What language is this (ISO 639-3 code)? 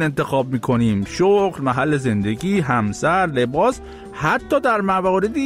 fas